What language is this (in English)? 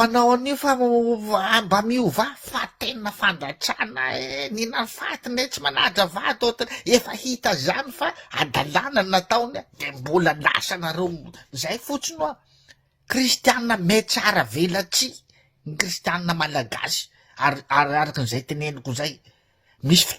Malagasy